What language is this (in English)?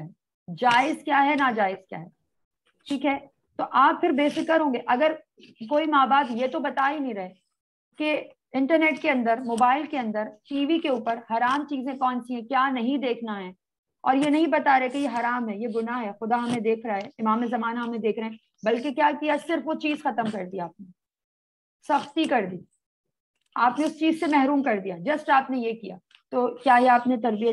Urdu